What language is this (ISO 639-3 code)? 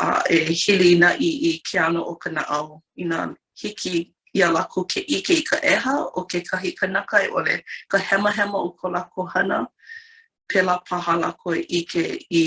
haw